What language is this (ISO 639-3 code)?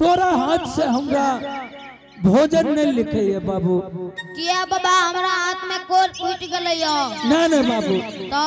anp